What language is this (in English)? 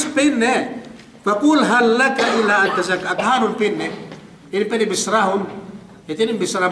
Yakan